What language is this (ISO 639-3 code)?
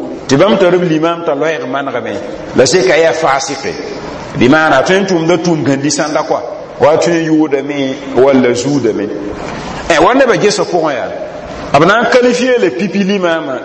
mos